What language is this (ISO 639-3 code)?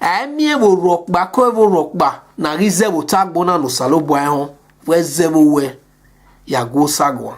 bin